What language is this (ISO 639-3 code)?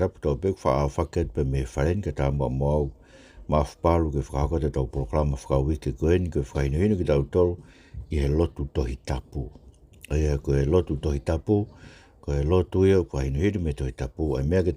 ton